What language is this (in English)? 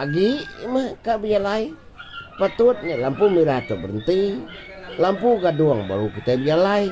Iban